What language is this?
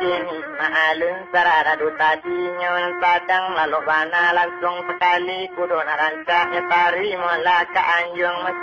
Minangkabau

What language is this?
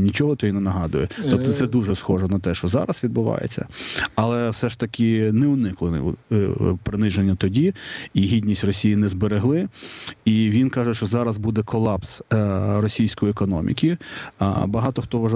Ukrainian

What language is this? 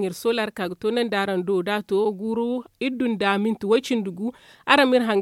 Zarma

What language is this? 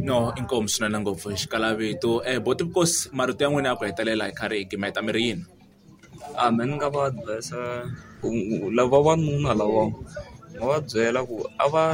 Tsonga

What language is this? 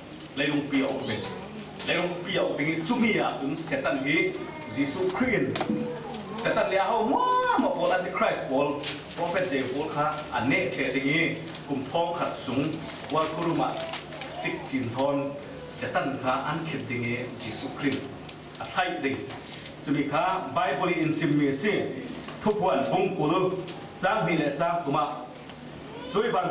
Falam Chin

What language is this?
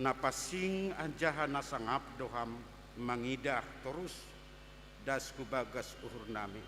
Batak Simalungun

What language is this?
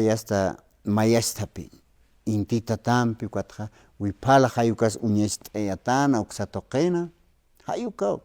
Aymara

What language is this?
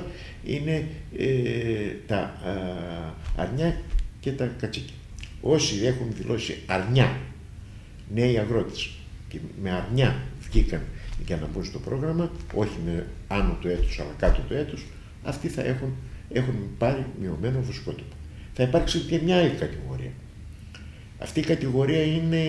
Greek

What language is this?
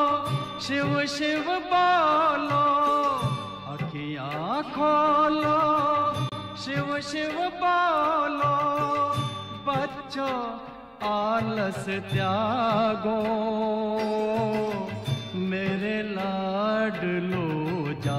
Hindi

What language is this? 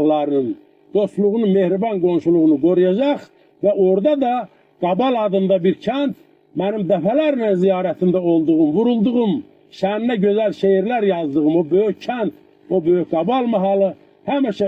Azerbaijani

